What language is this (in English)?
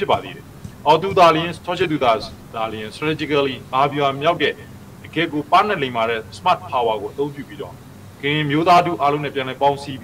Burmese